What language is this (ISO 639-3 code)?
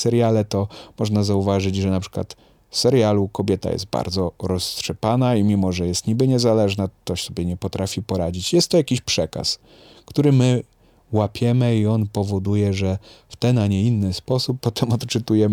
pol